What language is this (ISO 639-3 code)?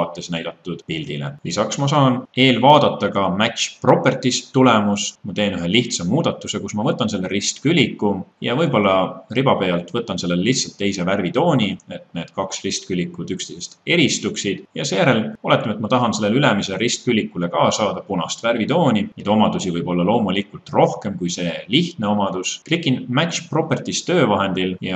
est